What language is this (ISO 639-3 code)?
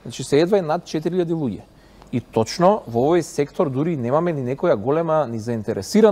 mkd